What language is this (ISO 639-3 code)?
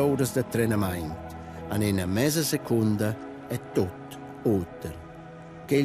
roh